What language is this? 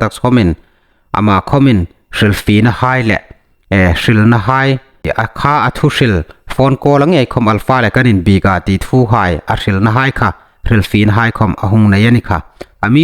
Hmar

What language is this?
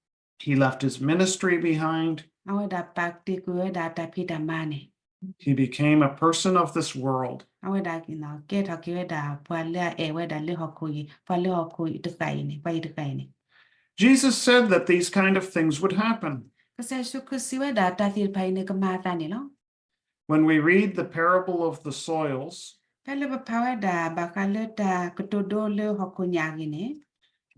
S'gaw Karen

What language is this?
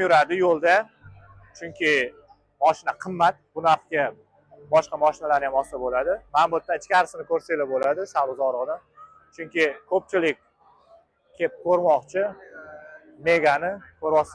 Uzbek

